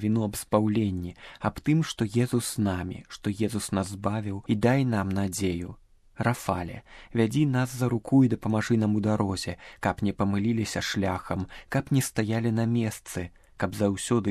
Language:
Belarusian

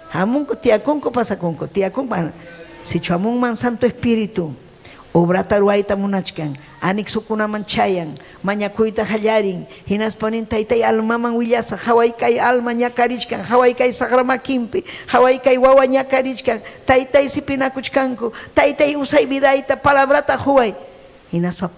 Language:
Ayacucho Quechua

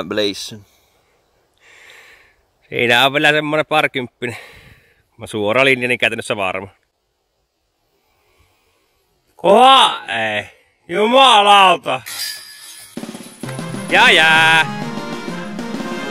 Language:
Finnish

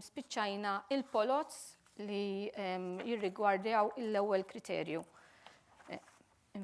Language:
Maltese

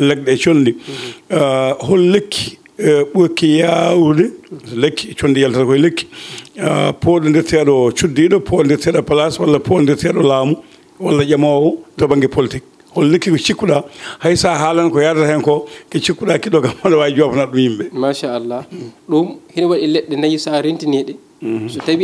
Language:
Fula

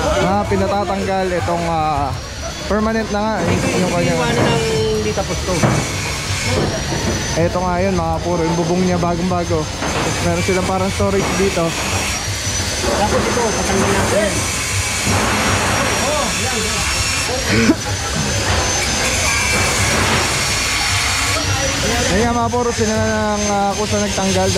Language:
Filipino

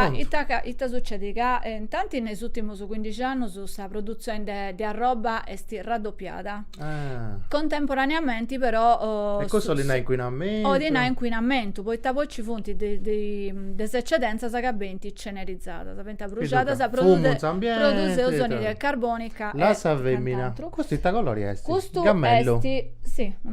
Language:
Sardinian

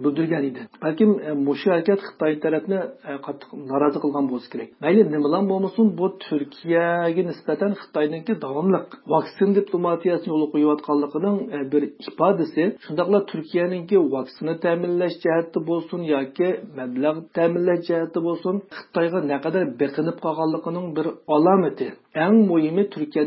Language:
Uyghur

